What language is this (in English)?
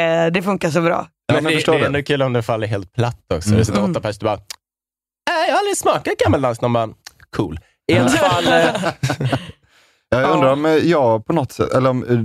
Swedish